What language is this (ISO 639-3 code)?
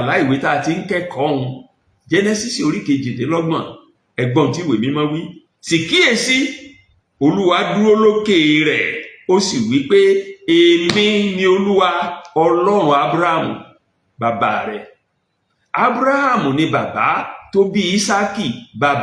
yor